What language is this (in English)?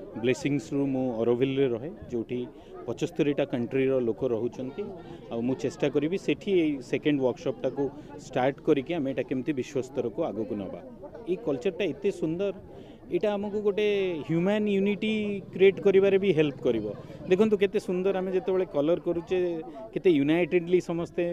Odia